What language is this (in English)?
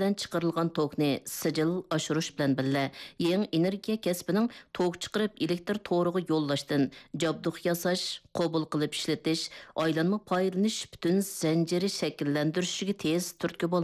Uyghur